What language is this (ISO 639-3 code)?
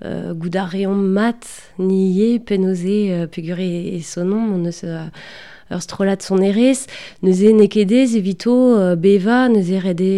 bre